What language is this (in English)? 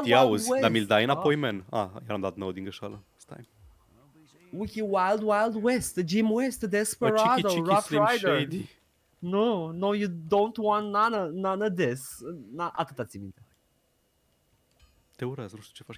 Romanian